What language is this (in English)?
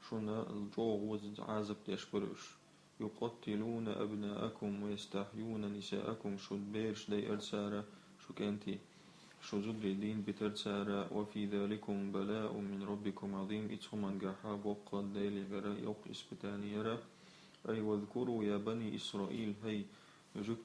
Chechen